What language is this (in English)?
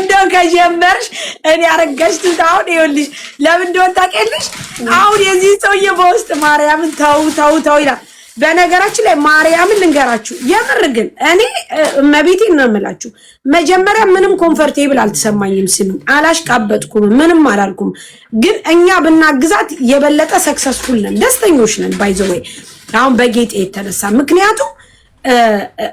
Amharic